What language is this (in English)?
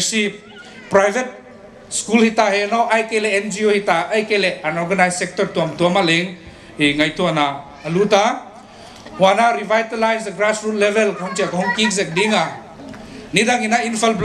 Paite Chin